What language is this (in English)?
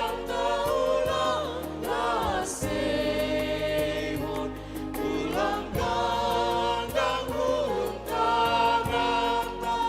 Batak Simalungun